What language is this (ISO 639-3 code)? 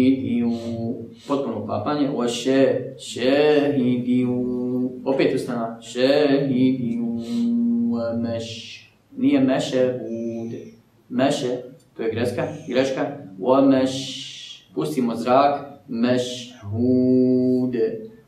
bos